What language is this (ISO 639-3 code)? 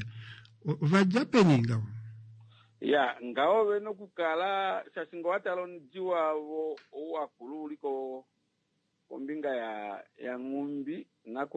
kua